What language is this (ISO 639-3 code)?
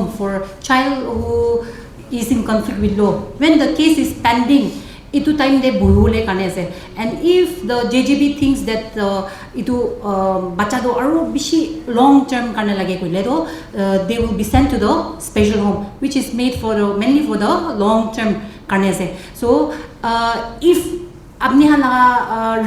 nag